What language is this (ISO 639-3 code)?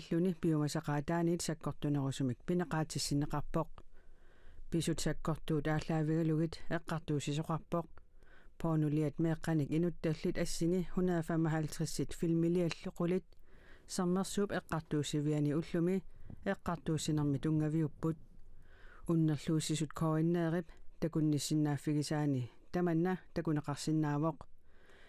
kal